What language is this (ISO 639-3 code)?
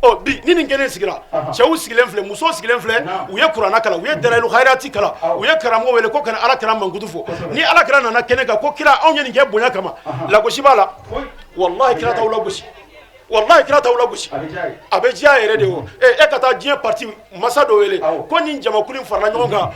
bam